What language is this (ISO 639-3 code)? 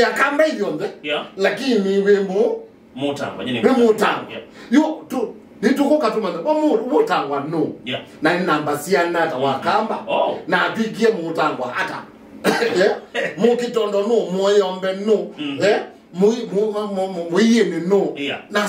kam